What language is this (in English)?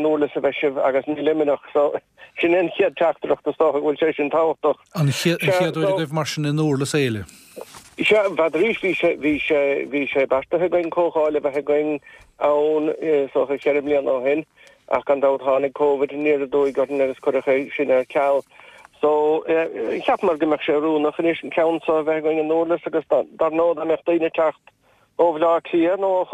Irish